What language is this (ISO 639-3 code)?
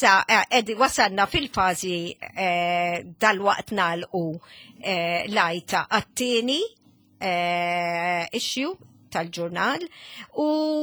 mlt